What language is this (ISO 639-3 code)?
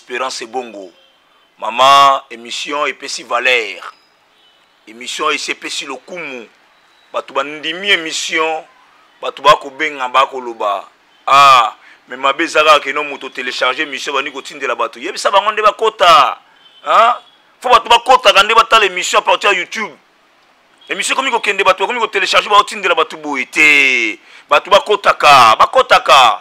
lin